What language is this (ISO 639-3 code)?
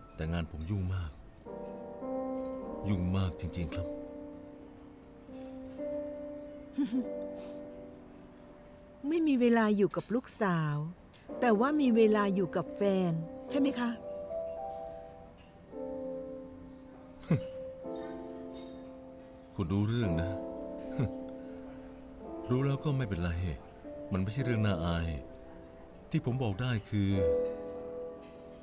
tha